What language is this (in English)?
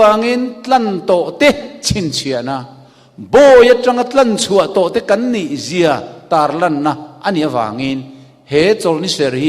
Mizo